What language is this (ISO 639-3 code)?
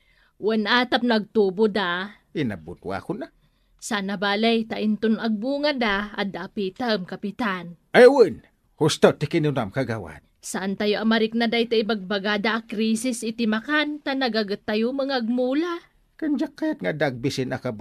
ilo